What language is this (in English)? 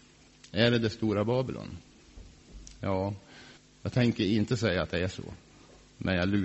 Swedish